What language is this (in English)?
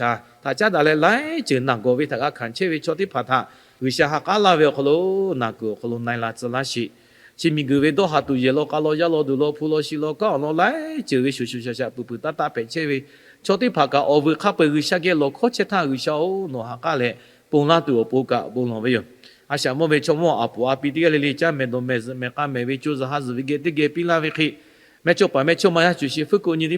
Lahu